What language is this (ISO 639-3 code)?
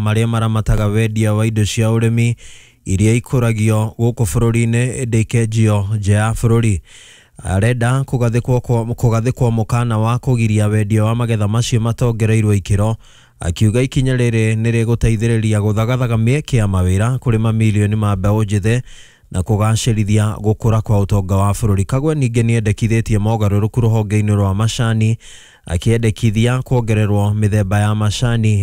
kik